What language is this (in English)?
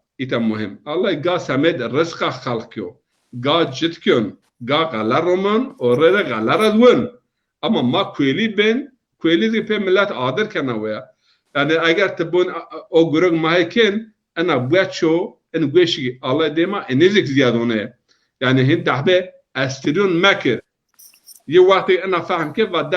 Zaza